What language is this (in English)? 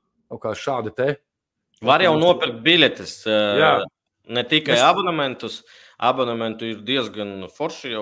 Latvian